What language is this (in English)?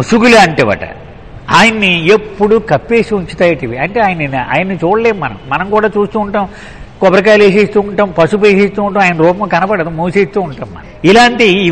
Telugu